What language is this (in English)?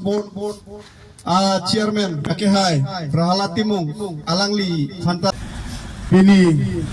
Karbi